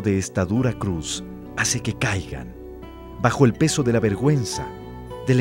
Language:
Spanish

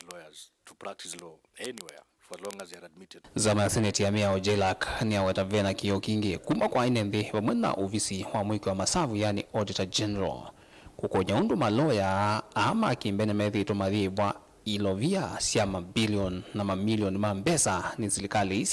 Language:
Kamba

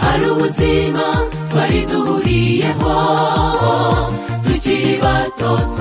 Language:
Kinyarwanda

